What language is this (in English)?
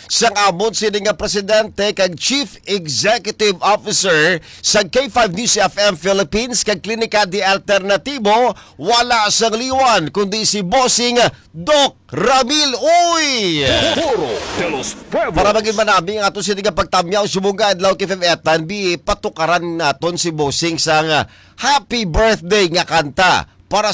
Hiligaynon